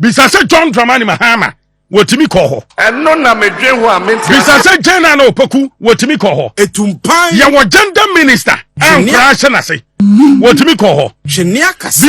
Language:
Akan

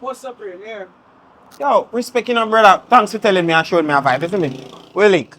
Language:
Jamaican Creole English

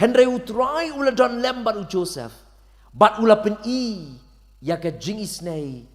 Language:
Khasi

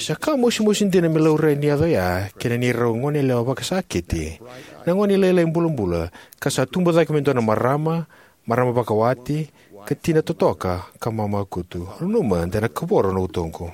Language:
Fijian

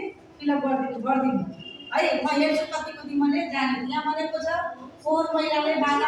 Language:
Nepali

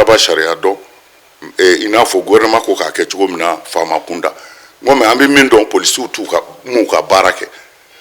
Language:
Bambara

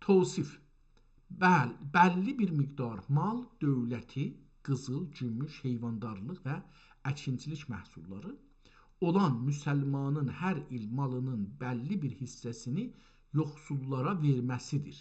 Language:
South Azerbaijani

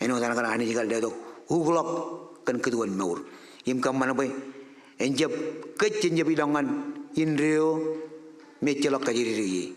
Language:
Marshallese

